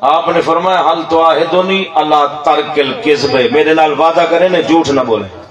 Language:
Saraiki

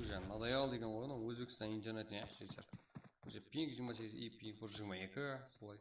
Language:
Kara-Kalpak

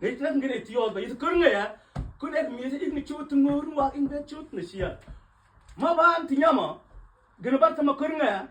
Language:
Mabaan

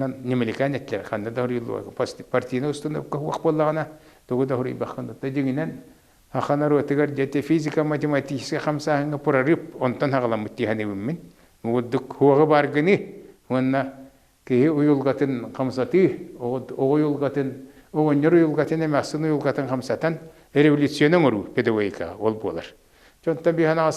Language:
Yakut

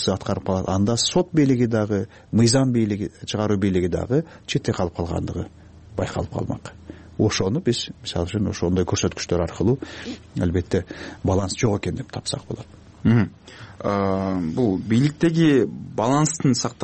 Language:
Kyrgyz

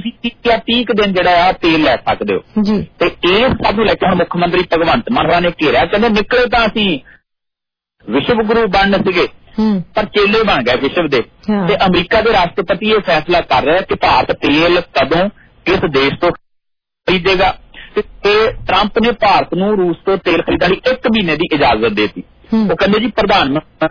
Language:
Punjabi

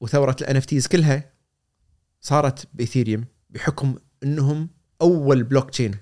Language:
Gulf Arabic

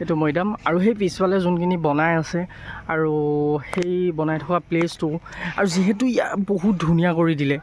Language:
Assamese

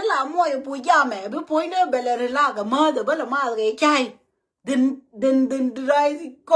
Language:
Nuer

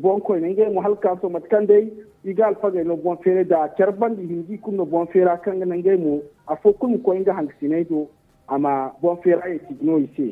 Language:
Zarma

